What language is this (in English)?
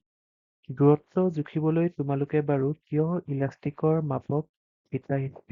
Assamese